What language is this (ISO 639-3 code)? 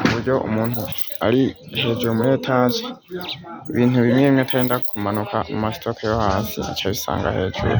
run